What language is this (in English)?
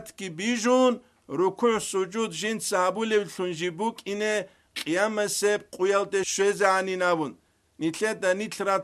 Avaric